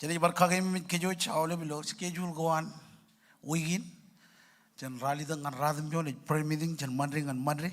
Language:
Marshallese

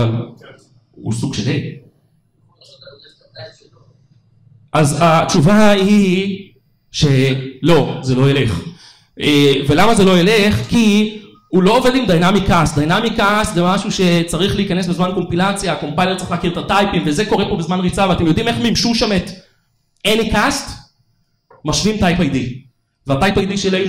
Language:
Hebrew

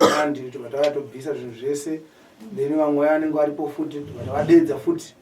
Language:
Shona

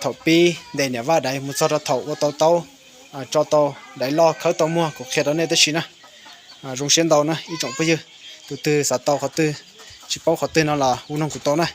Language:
Hmong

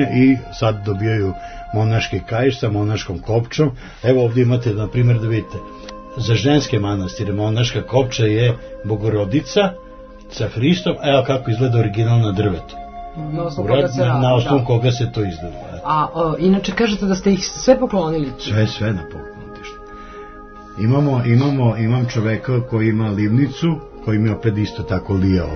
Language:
Serbian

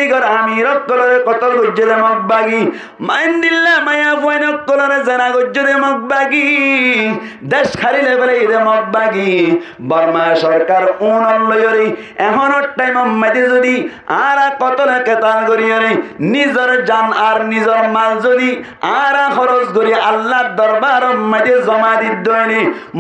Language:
Rohingya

